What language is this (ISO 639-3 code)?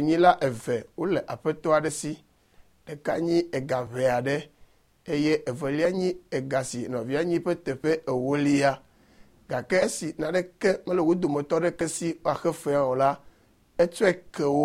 ewe